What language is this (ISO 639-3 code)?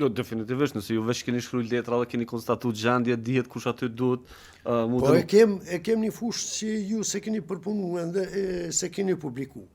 sqi